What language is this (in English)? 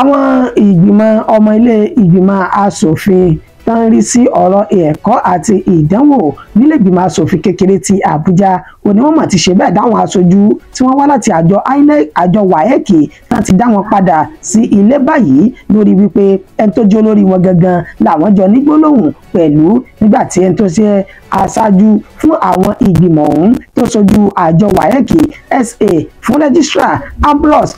Yoruba